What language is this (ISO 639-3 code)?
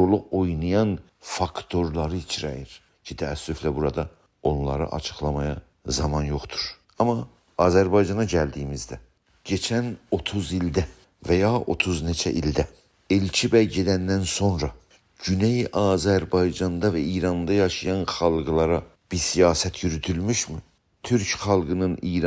azb